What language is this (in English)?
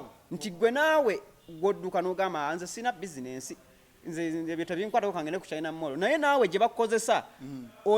Ganda